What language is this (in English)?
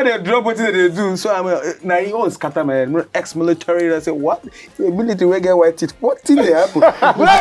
Nigerian Pidgin